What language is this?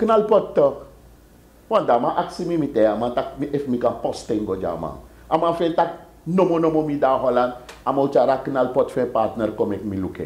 Sranan Tongo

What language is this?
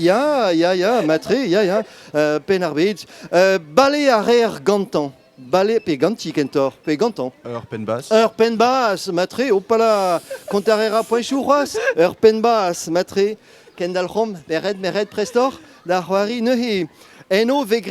Breton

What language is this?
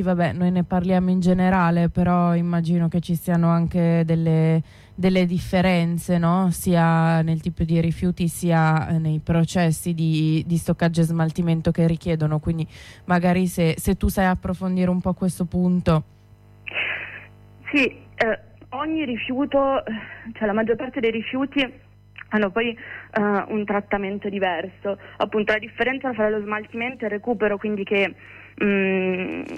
Italian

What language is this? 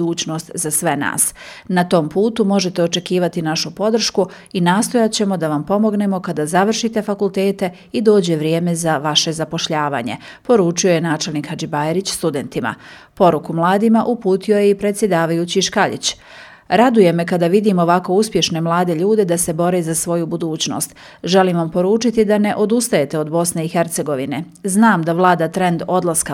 Bosnian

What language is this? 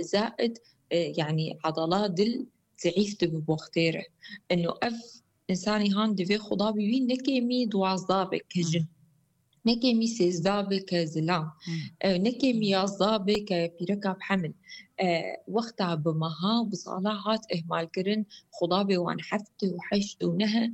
Kurdish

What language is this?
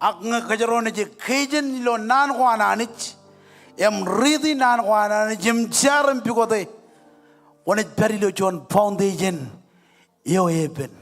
Marshallese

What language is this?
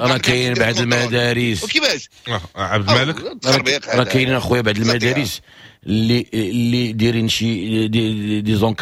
Moroccan Arabic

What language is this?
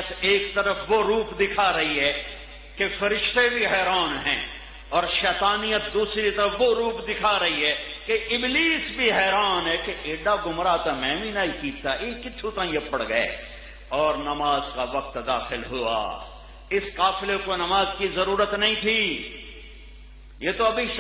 Urdu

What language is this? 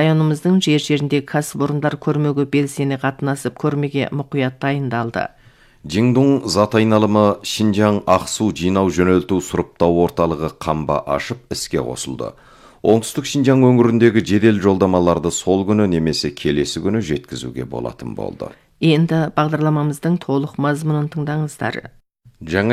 Kazakh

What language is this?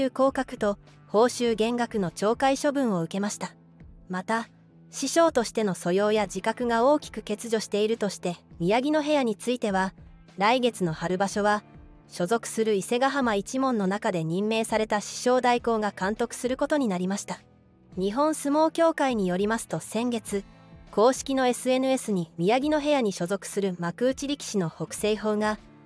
Japanese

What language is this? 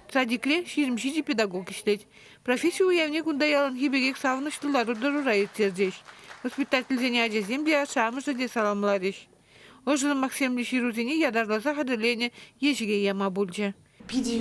Chuvash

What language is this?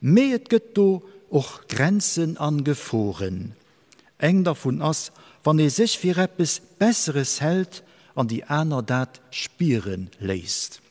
Luxembourgish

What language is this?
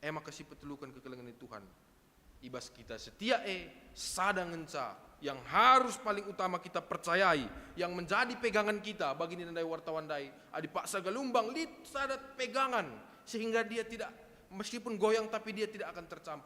Batak Karo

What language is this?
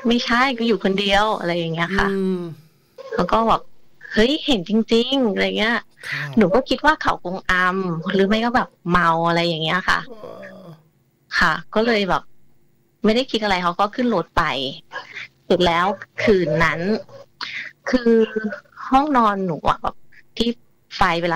Thai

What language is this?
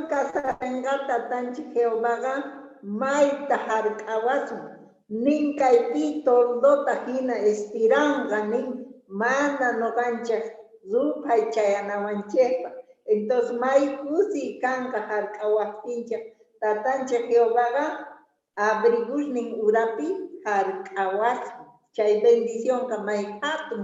Quechua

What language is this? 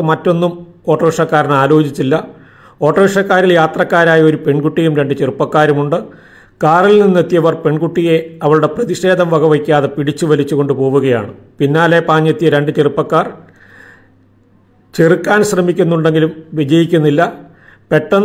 Malayalam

